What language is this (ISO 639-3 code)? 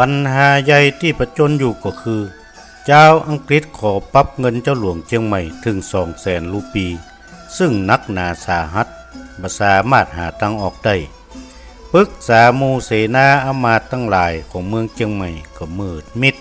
nod